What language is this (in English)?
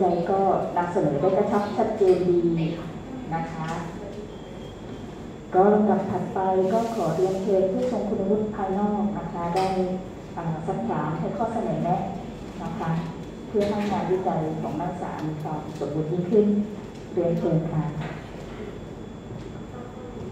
Thai